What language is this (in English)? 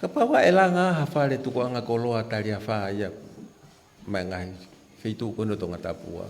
Tongan